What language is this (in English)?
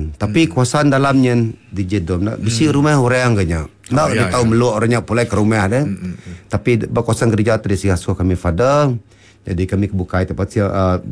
Iban